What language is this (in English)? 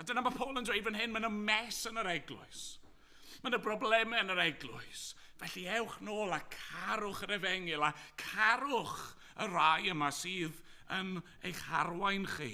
Welsh